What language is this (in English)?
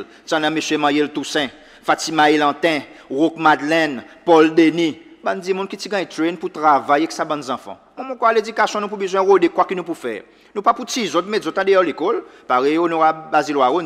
Seselwa Creole French